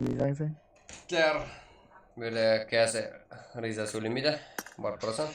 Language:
Kara-Kalpak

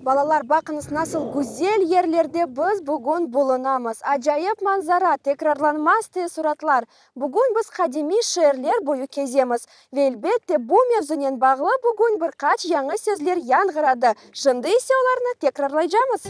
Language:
Crimean Tatar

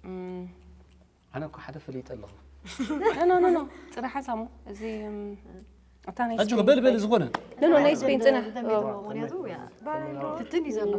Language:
Tigrinya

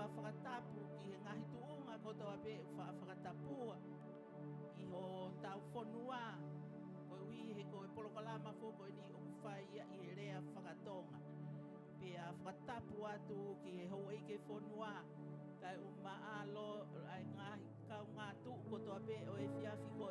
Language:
Tongan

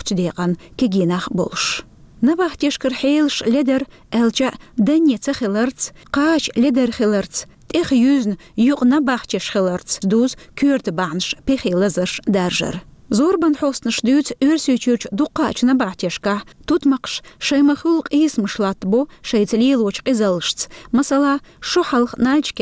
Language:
Chechen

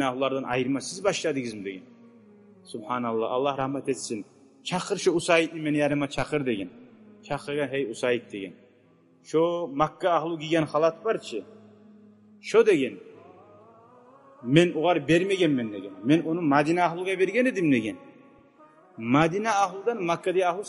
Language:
Kumyk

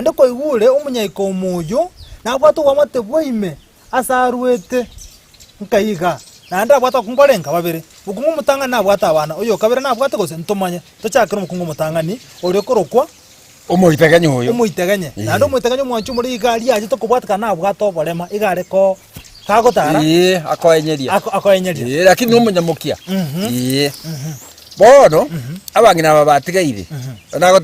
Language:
Gusii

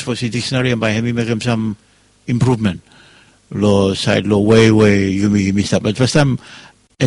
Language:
Bislama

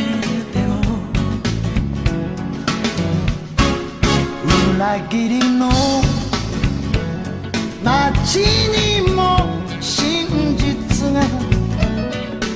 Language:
Japanese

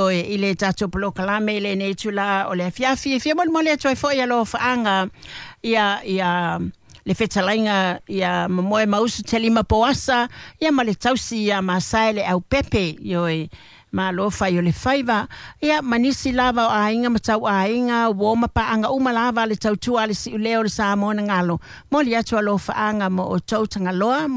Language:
Samoan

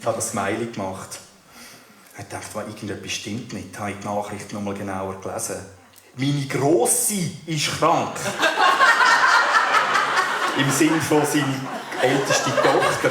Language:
Swiss German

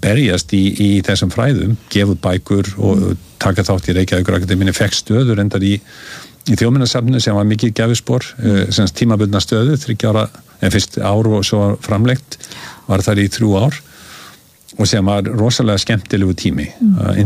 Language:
Icelandic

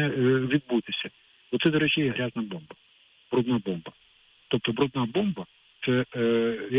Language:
Ukrainian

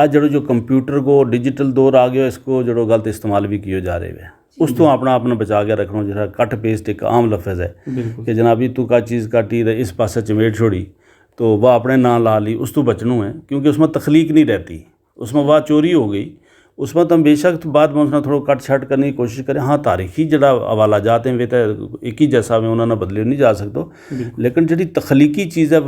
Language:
Gujari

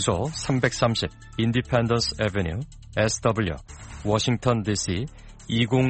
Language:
Korean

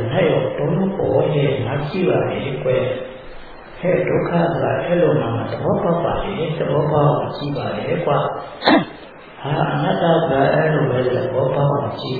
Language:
Burmese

